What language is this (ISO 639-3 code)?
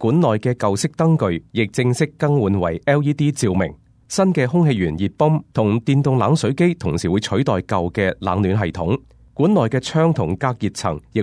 yue